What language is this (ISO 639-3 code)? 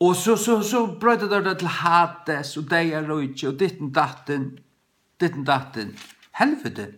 fao